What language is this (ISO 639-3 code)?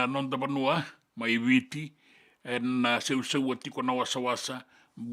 fij